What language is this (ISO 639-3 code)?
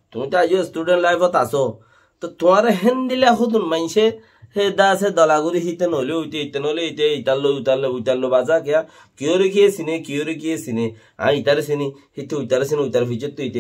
rhg